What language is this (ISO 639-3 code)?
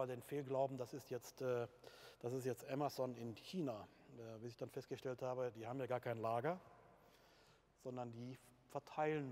deu